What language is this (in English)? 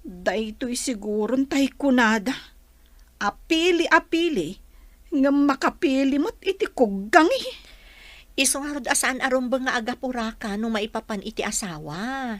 Iloko